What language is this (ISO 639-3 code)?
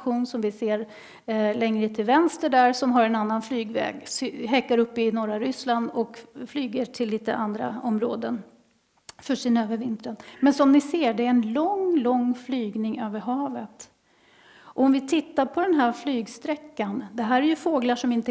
swe